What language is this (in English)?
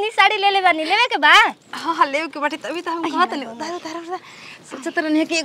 Bhojpuri